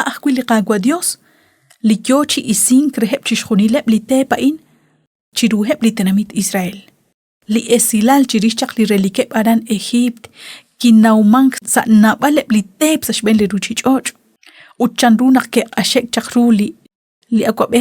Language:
Kekchí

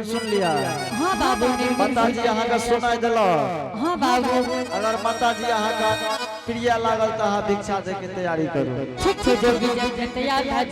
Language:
Angika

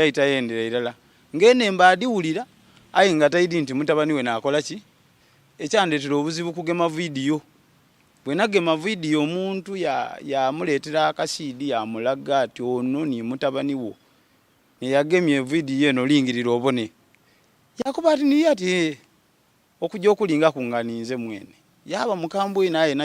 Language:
Soga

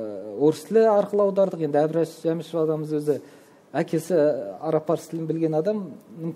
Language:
Kazakh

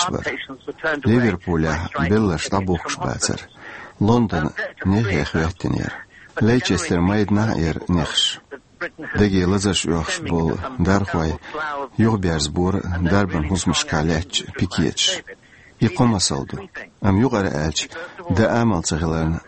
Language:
Chechen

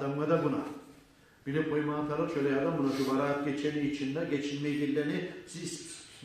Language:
Kumyk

